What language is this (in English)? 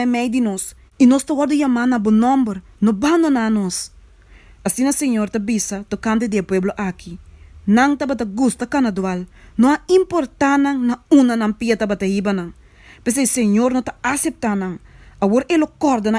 Papiamento